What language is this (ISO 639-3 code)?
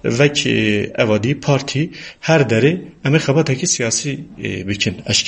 kur